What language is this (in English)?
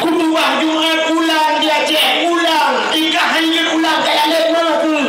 Achinese